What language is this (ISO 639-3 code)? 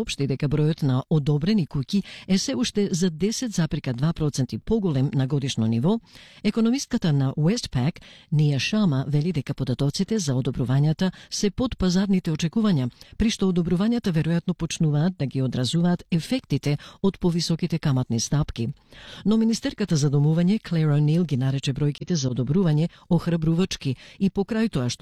mkd